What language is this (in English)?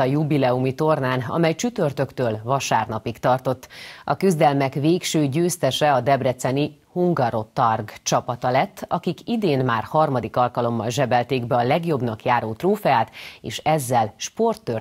Hungarian